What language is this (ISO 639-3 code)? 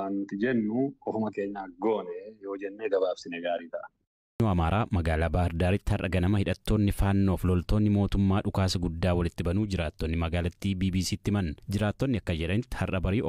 orm